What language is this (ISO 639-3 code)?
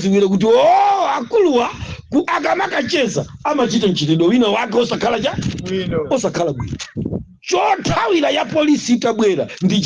nya